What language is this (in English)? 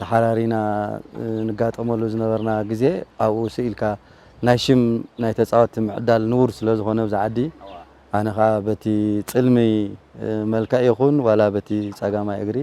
Tigrinya